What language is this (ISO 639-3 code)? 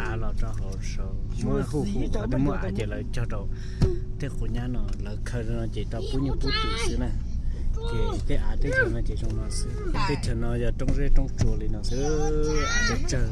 hmn